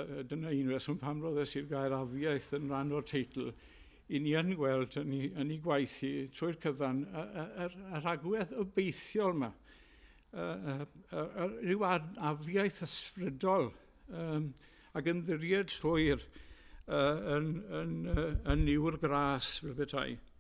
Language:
Welsh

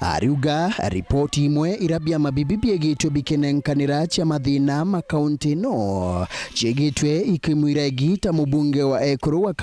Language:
Meru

